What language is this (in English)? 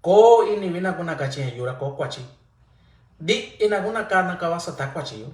Mixtepec Mixtec